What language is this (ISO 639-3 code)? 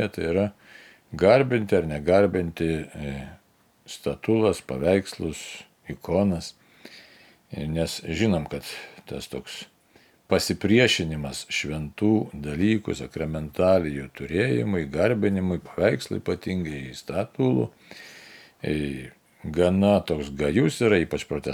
lit